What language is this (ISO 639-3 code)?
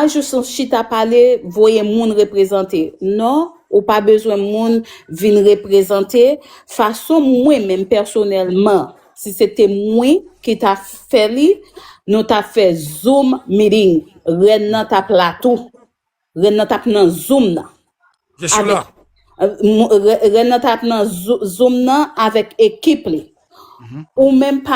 hat